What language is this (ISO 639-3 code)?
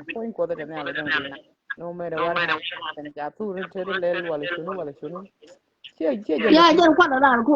nus